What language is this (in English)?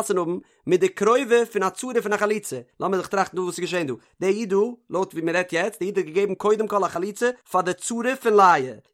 Yiddish